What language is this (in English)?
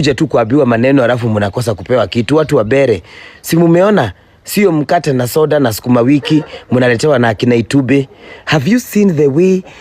Kikuyu